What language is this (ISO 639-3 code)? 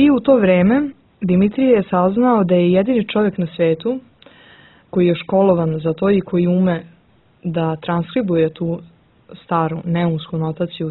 srp